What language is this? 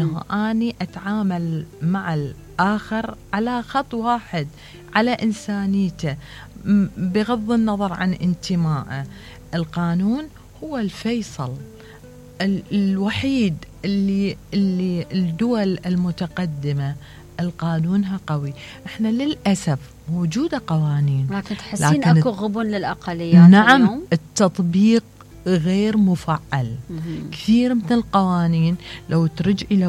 Mesopotamian Arabic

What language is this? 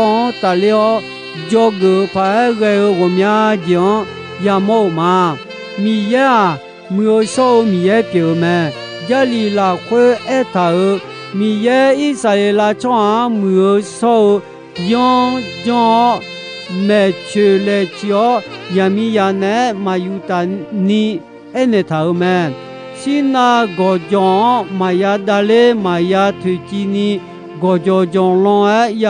Akha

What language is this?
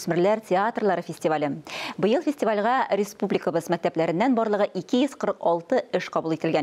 Tatar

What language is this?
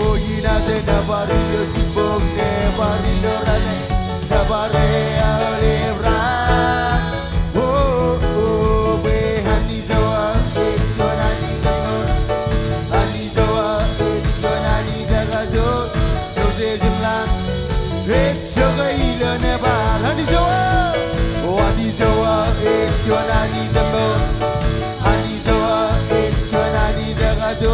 Marshallese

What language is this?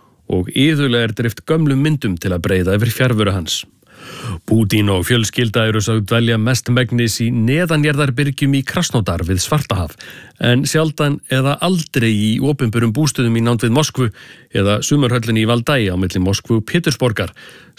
Icelandic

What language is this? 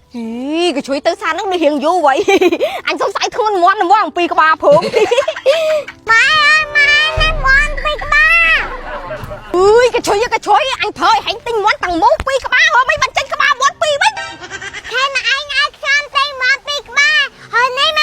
Khmer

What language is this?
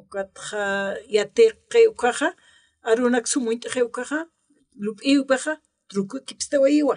Aymara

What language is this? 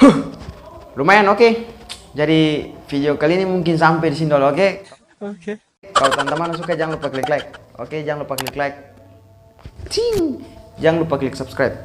Ambonese Malay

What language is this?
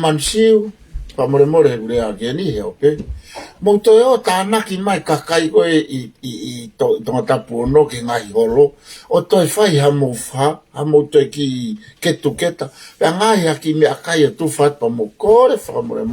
Tongan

